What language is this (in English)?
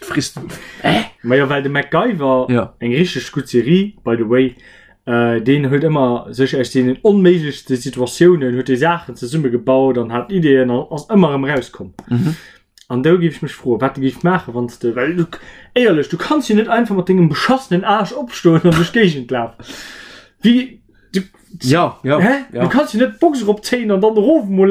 Luxembourgish